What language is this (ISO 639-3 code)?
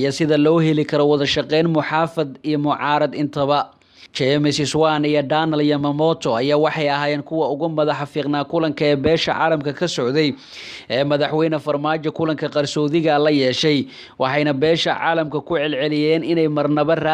som